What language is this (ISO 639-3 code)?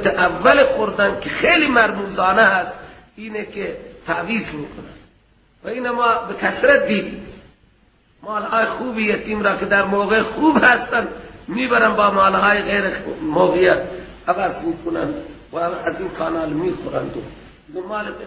fas